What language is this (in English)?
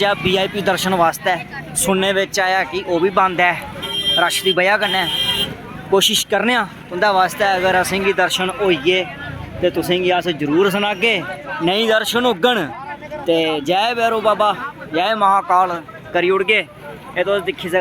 Dogri